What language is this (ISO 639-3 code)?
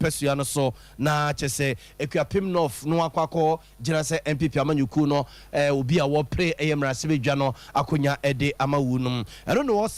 aka